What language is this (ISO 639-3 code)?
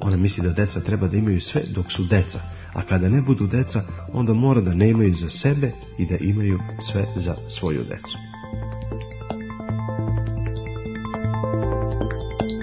srp